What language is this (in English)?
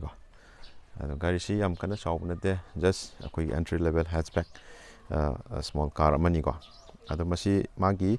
Manipuri